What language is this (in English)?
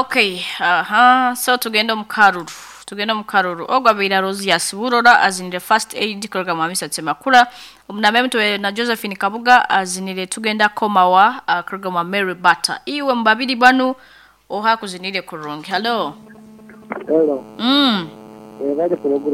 Nyankole